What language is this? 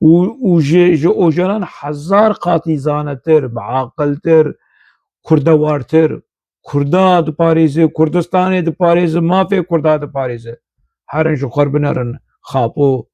Kurdish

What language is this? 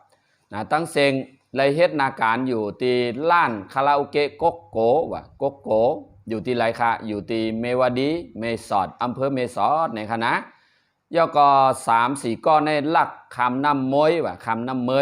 Shan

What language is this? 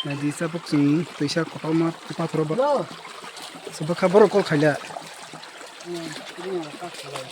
Kok Borok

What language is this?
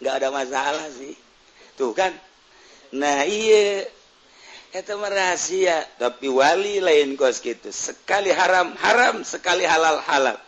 Sundanese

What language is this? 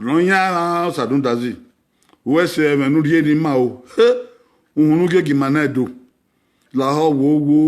Bini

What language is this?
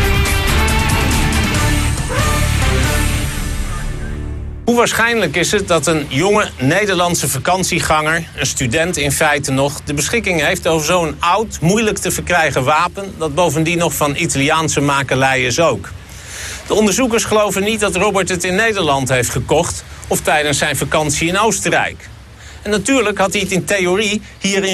Dutch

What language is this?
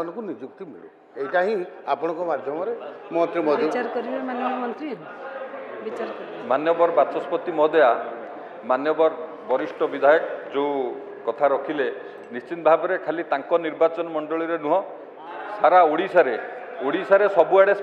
Odia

